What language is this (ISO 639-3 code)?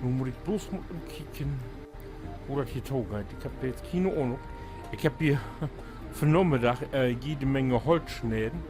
nds